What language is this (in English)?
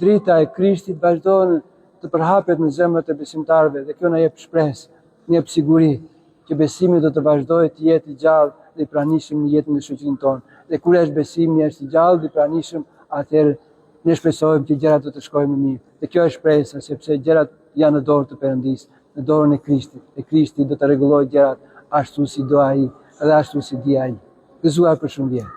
Albanian